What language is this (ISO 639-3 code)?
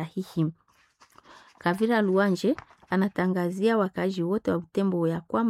swa